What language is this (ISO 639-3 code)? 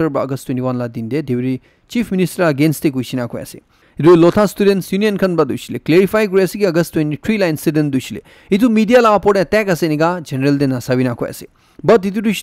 nag